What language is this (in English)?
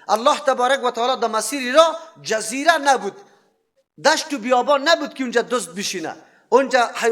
Persian